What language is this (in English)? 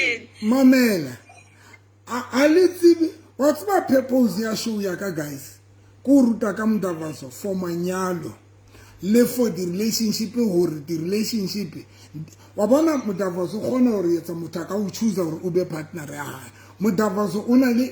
Southern Sotho